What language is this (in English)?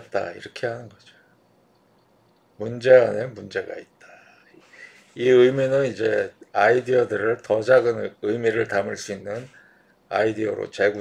Korean